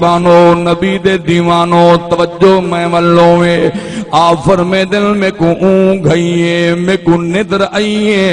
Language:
Saraiki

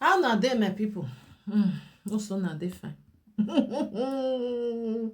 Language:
Nigerian Pidgin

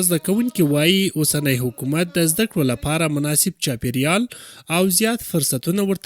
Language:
Pashto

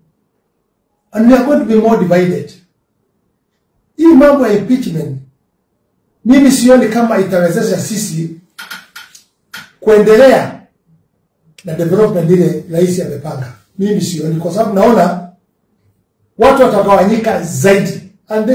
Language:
Swahili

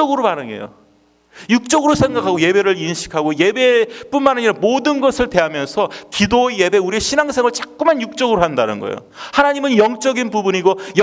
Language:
Korean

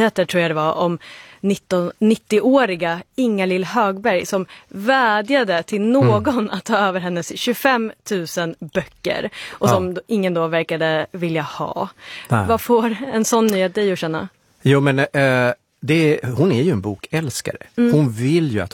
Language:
Swedish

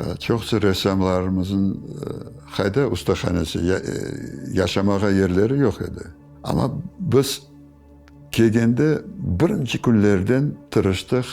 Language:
Crimean Tatar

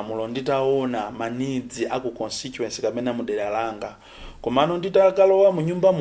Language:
Nyanja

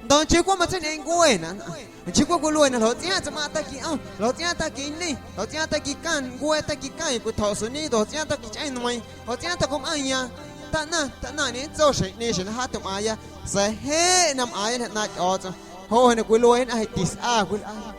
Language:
Guerrero Amuzgo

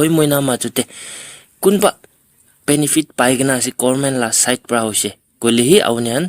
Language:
Naga Pidgin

